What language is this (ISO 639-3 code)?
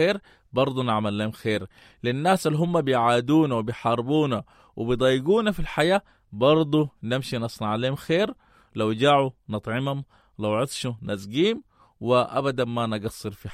apd